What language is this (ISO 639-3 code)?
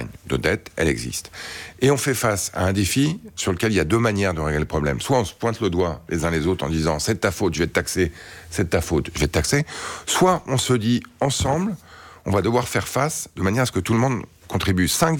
fra